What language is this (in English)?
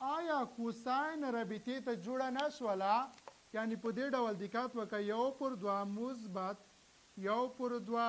Pashto